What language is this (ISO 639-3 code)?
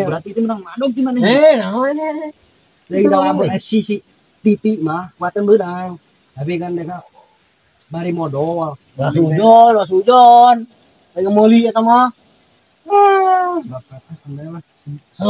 sun